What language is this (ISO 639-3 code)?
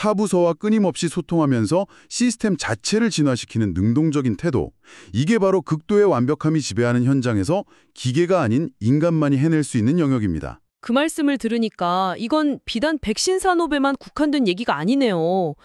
kor